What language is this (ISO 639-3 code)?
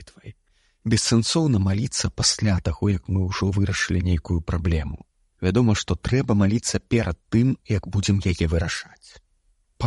bel